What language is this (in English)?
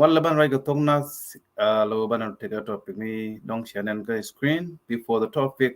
Nuer